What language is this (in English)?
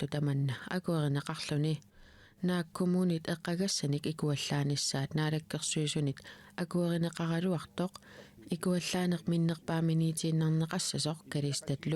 Kalaallisut